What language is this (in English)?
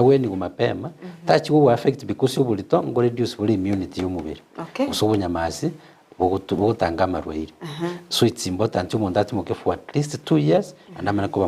Gusii